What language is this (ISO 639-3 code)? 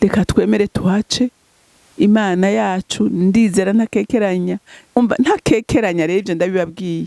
run